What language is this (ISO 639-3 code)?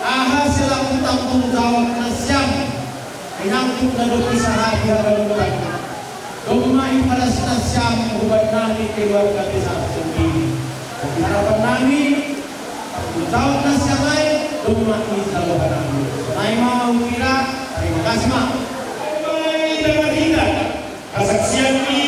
bts